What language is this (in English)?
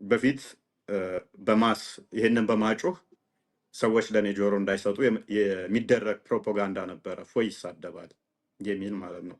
Amharic